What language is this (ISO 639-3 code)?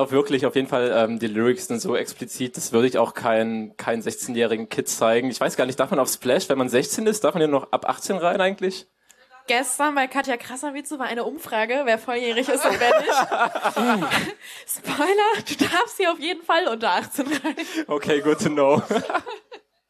deu